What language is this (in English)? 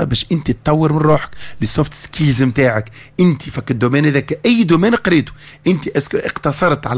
Tunisian Arabic